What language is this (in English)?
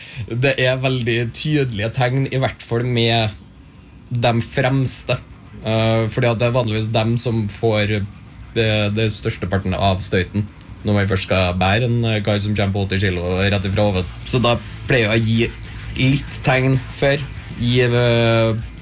Norwegian